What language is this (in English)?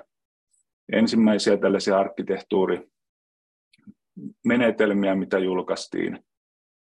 Finnish